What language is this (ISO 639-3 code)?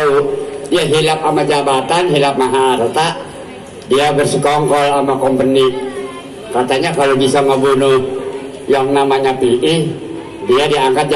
bew